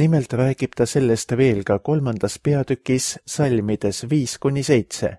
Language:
Estonian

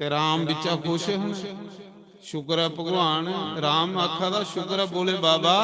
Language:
Dogri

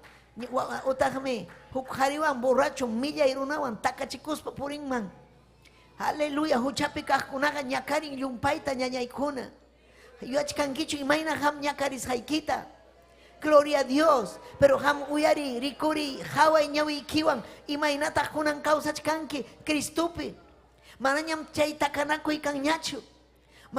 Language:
Ayacucho Quechua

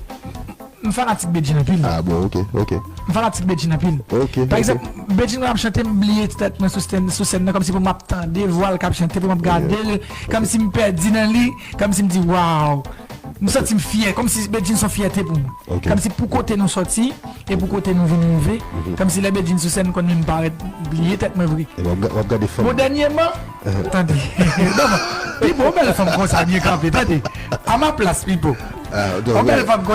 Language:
Haitian Creole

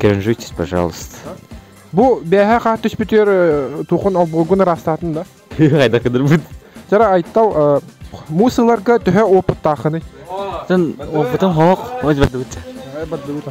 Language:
Yakut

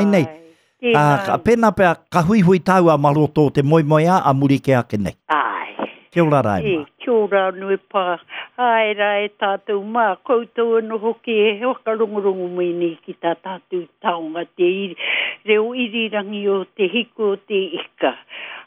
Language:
Māori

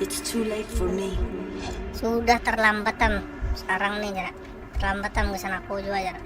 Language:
Banjar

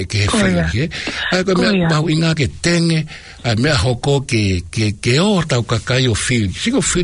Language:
Tongan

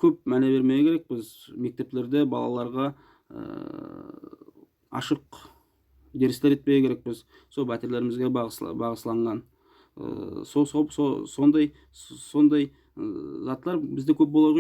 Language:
Nogai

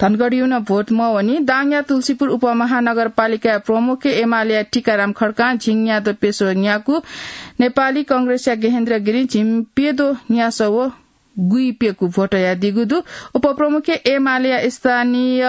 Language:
Newari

